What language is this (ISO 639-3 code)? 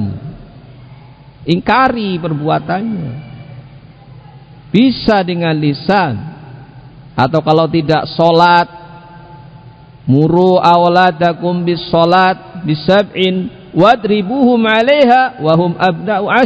ind